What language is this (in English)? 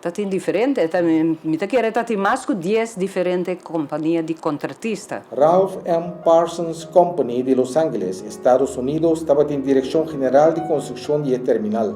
Papiamento